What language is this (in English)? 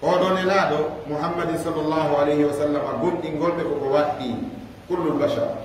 Fula